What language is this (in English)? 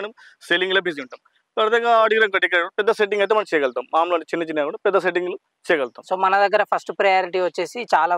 Telugu